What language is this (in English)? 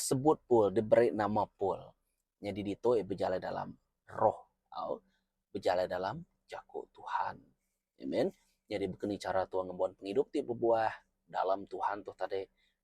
Iban